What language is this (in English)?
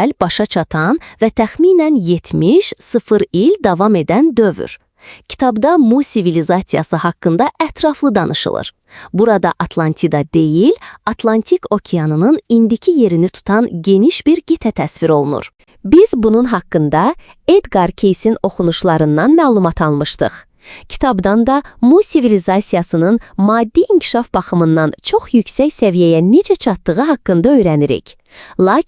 Azerbaijani